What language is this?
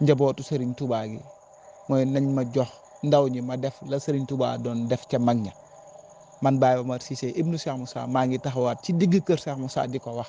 Wolof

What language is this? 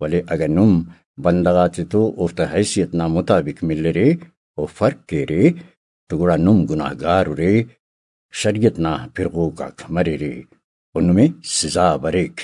Brahui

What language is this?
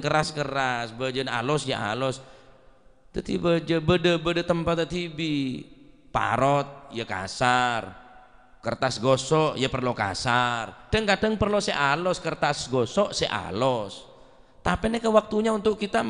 Madurese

